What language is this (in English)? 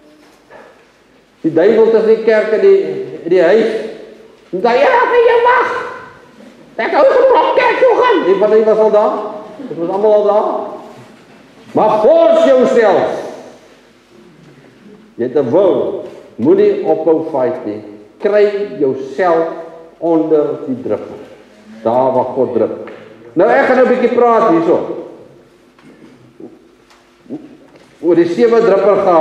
Afrikaans